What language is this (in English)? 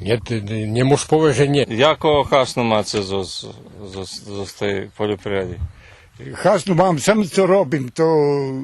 Rusyn